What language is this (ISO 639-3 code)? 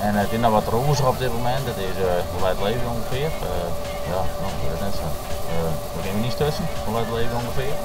fry